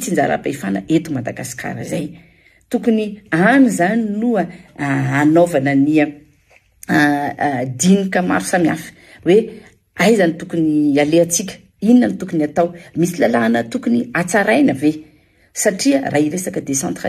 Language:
Malagasy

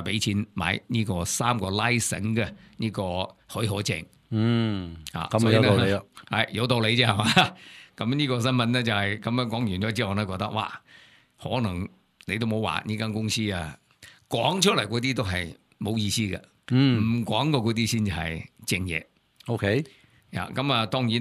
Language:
Cantonese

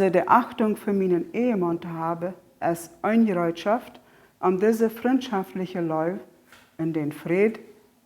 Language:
Plautdietsch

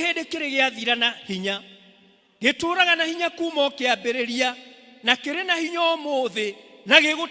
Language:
Kikuyu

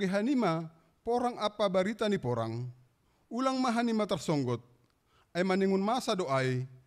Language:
Batak Simalungun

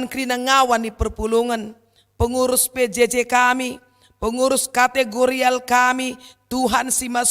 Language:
Batak Karo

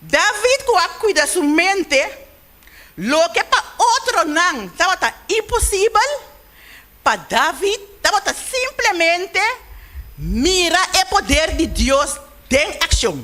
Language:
Papiamento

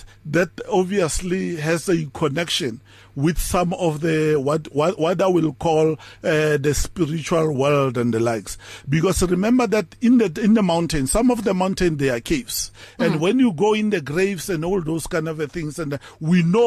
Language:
English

